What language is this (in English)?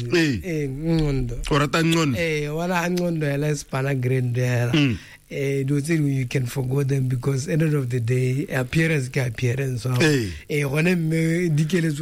Tswana